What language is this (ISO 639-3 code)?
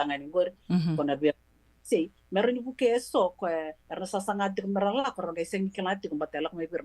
fij